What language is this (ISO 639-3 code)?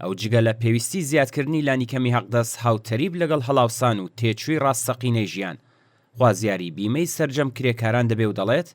ckb